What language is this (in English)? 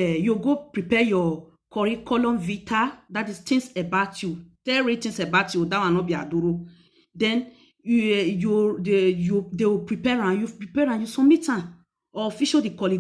Nigerian Pidgin